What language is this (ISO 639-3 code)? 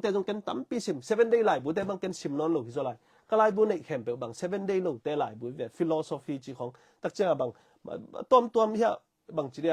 ctd